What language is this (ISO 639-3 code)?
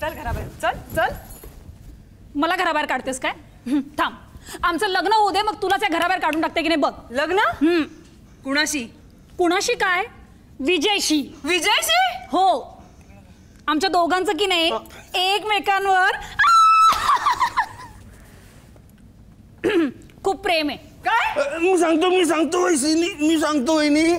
mar